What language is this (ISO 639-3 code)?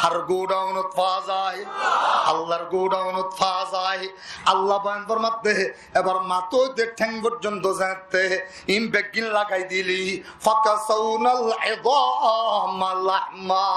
rhg